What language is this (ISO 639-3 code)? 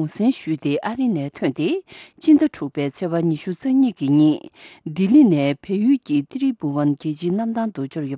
bod